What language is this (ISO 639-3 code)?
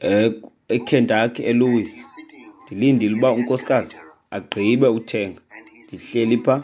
xho